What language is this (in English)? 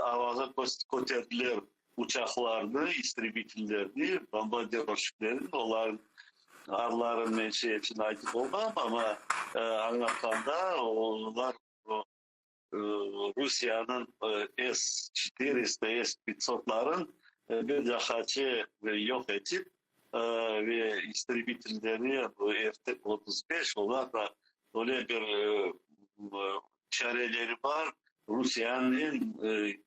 Crimean Tatar